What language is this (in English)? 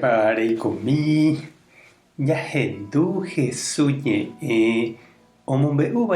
Guarani